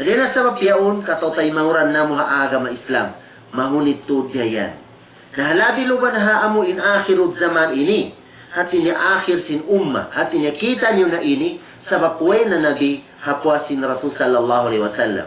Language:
Tausug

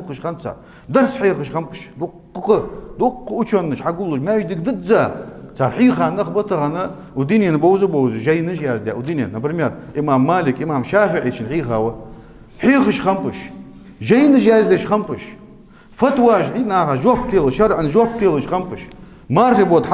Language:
Ingush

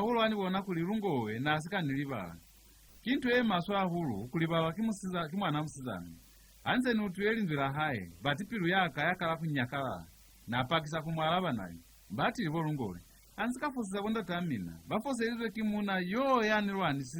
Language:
Lozi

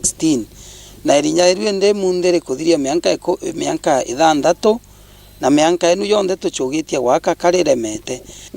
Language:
Meru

